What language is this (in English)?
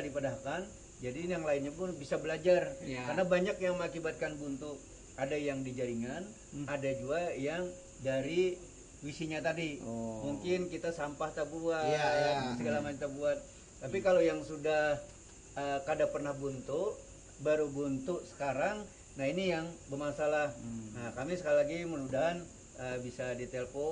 Banjar